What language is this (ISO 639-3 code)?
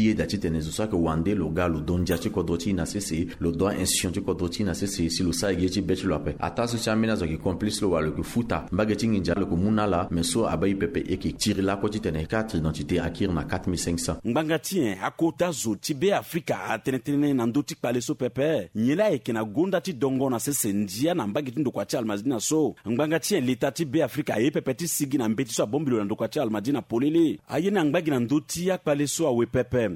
sag